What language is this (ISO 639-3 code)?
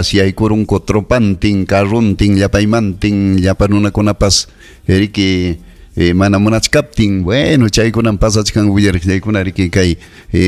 quy